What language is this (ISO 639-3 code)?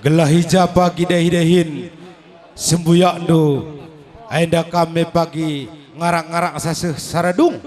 btx